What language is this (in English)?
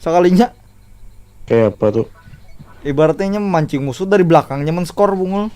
Banjar